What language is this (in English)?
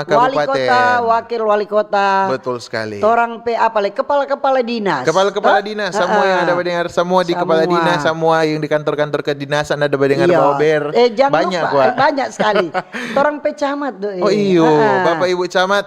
Manado Malay